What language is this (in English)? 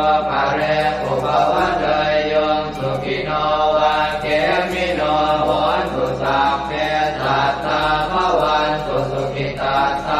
Pali